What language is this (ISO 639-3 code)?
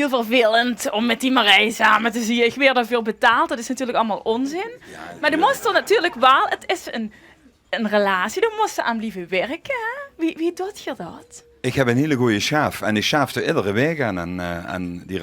lim